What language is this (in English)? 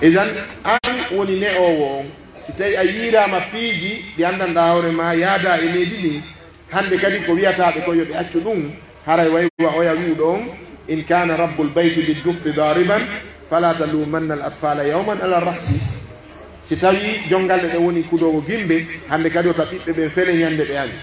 Pular